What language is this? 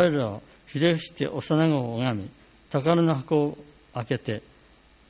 Japanese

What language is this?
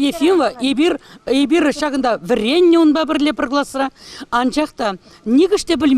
Chuvash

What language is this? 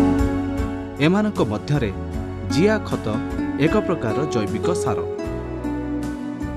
Odia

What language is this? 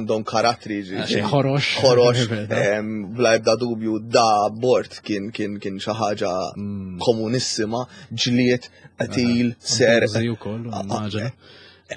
Maltese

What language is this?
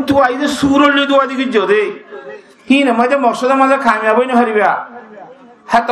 Rohingya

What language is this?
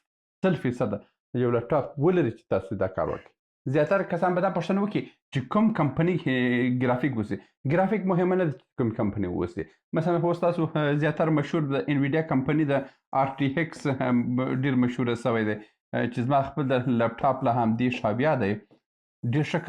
Pashto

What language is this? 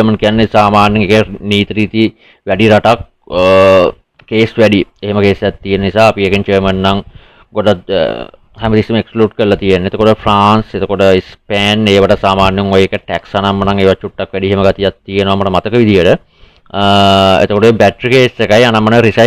Sinhala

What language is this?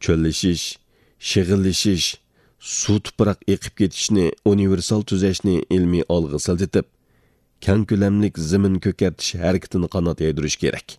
Uyghur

